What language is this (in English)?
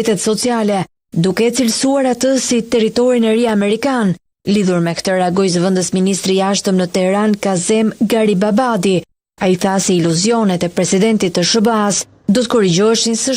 Albanian